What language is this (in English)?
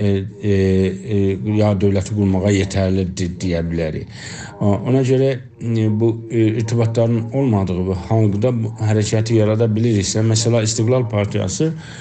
South Azerbaijani